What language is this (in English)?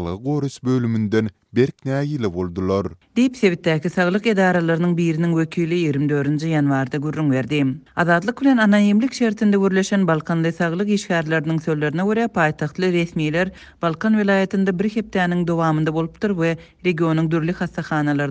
Turkmen